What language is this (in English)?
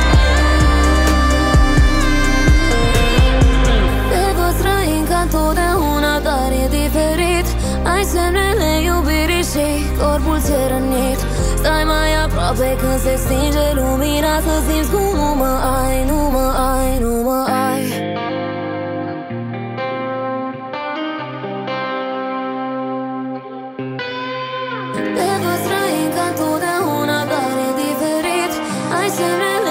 Romanian